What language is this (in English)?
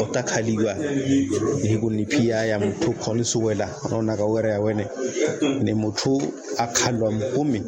Makhuwa